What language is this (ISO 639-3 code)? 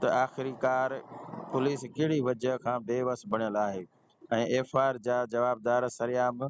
snd